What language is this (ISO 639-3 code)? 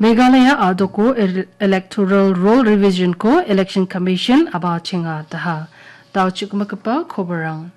grt